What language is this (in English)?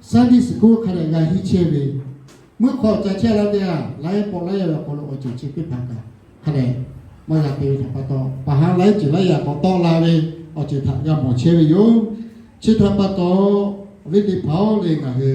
Lahu